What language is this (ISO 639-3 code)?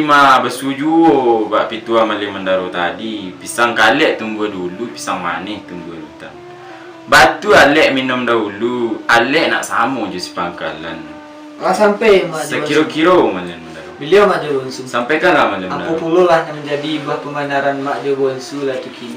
min